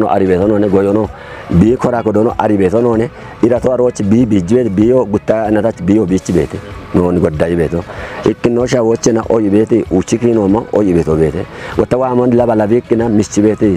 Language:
Kafa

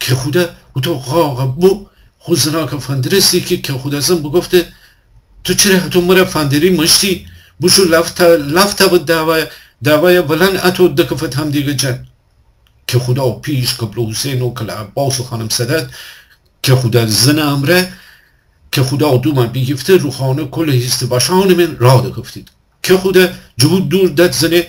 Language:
Gilaki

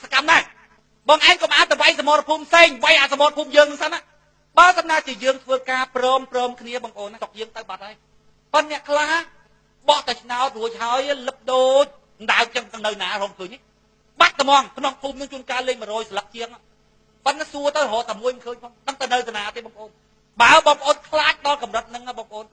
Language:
Khmer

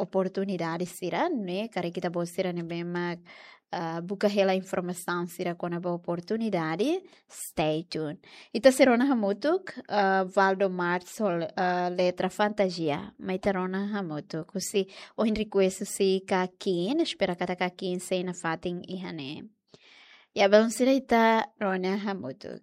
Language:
Tetum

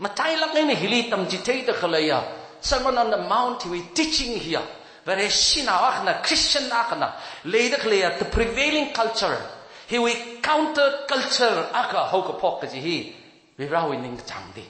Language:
Tangkhul Naga (India)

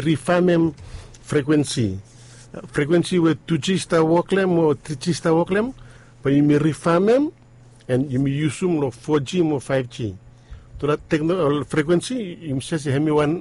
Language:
Bislama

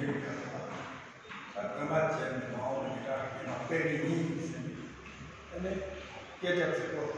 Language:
Tibetan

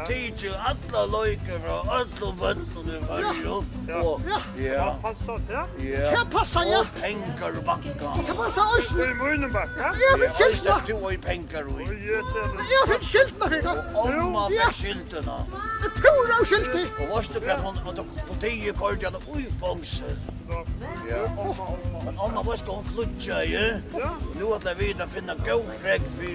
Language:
Faroese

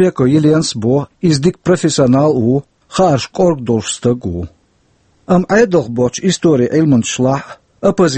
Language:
Chechen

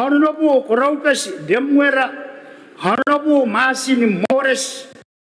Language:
Gilbertese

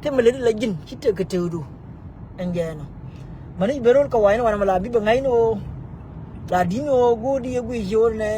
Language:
Nuer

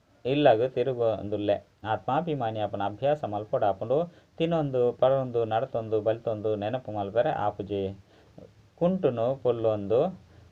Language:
Tulu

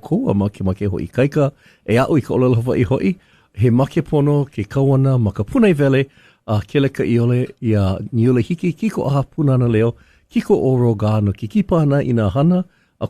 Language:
Hawaiian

